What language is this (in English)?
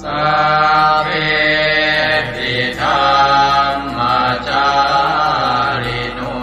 Pali